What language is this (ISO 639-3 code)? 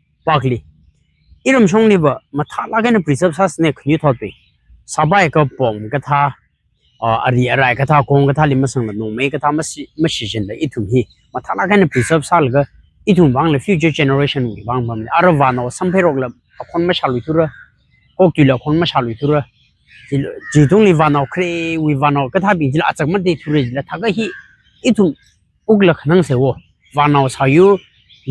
nmf